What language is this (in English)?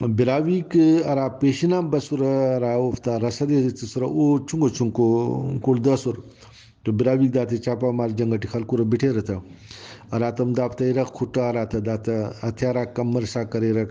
Brahui